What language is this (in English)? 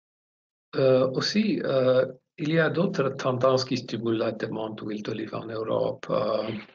French